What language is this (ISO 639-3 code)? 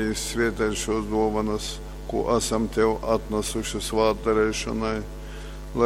ltg